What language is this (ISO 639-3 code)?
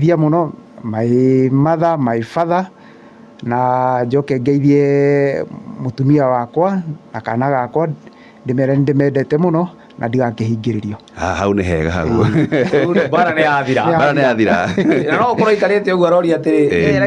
kik